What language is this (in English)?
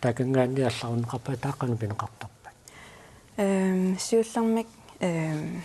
Kalaallisut